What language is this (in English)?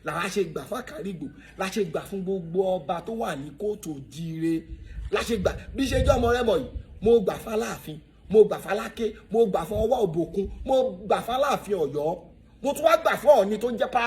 Yoruba